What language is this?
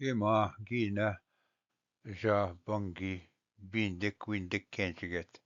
Ojibwa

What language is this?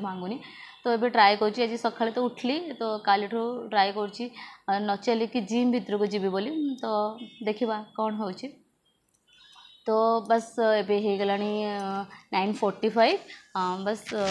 Odia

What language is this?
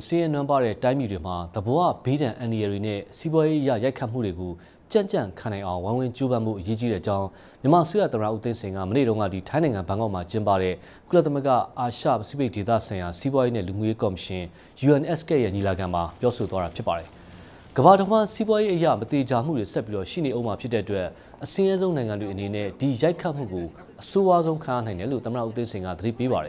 Burmese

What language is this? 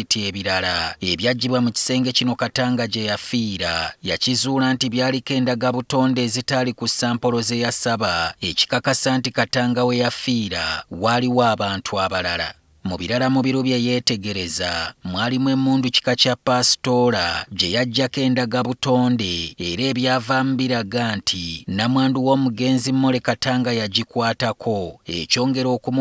Ganda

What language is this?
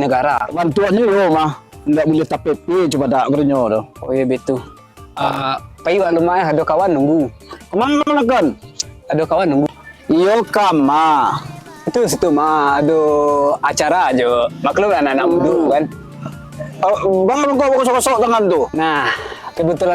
Minangkabau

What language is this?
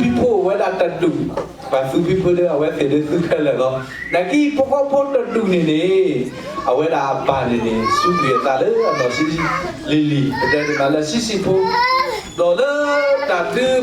S'gaw Karen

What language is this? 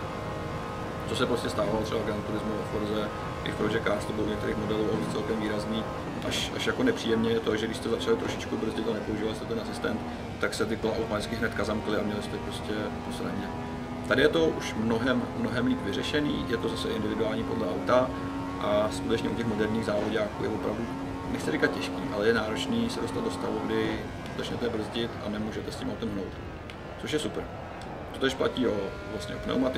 Czech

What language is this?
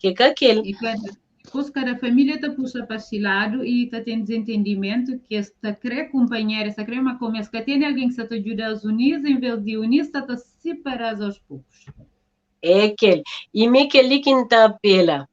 Kabuverdianu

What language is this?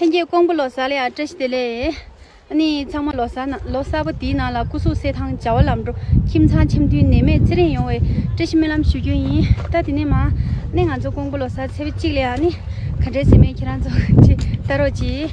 Tibetan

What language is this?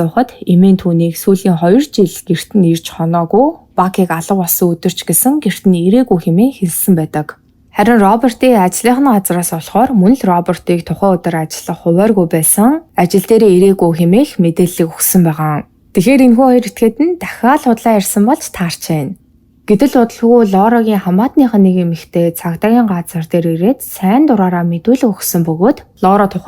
Mongolian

